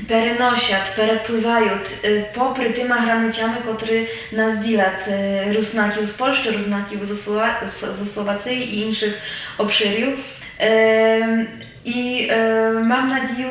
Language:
Rusyn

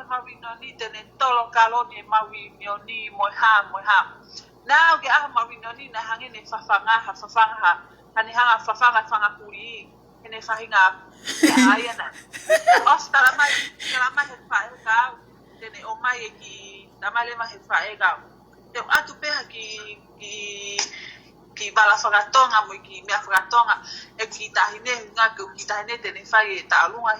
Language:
Tongan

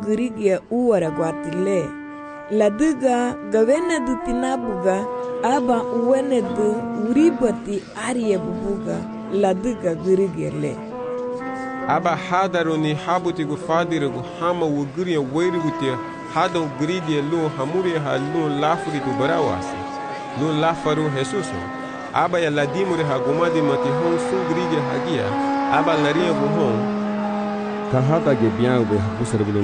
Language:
Garifuna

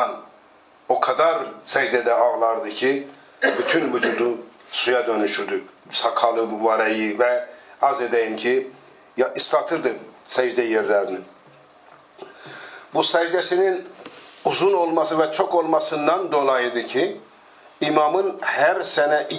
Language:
Turkish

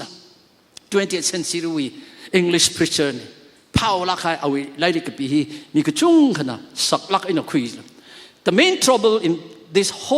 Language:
Tangkhul Naga (India)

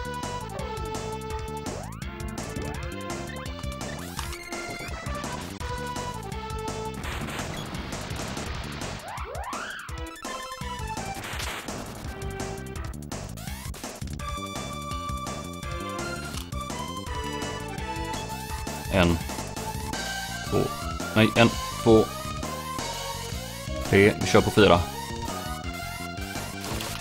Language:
Swedish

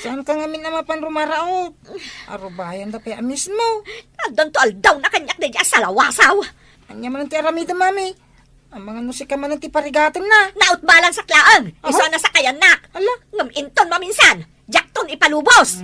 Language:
Iloko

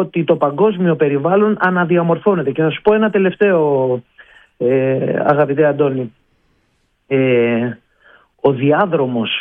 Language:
Greek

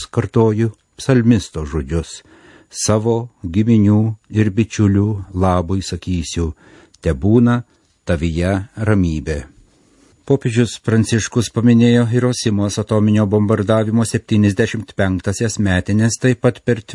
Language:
Lithuanian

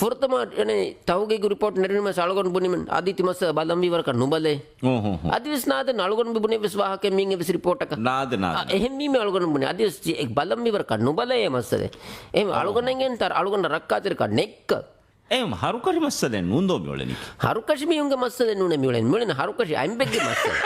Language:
Divehi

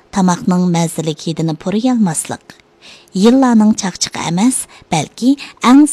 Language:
Uyghur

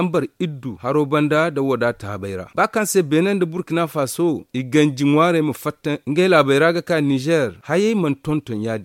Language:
Zarma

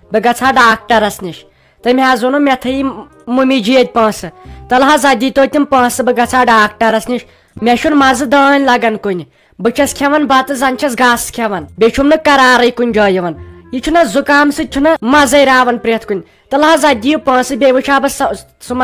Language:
Kashmiri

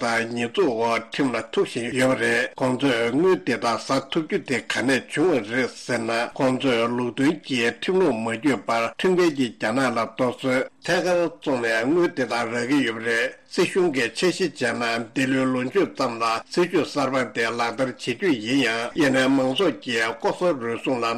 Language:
Tibetan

